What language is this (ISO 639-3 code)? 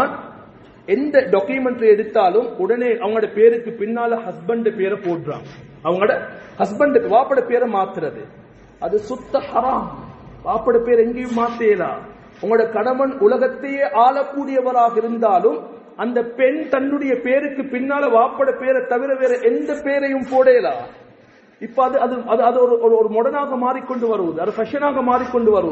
tam